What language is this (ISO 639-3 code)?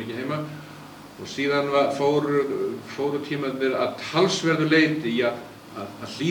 isl